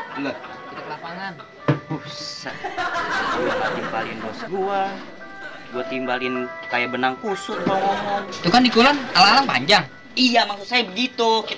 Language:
Betawi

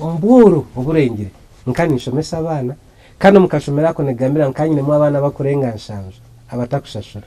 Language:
Nyankole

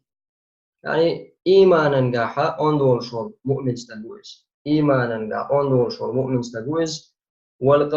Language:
Chechen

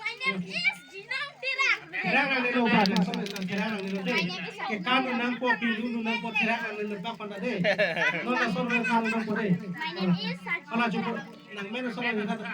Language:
Karbi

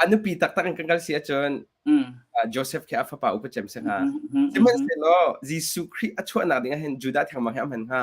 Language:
Hakha Chin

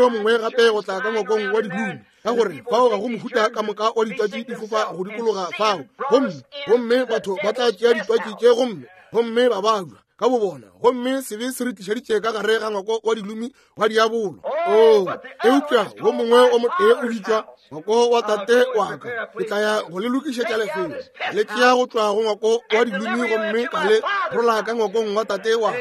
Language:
Northern Sotho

